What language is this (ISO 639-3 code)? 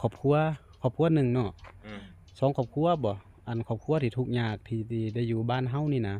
lao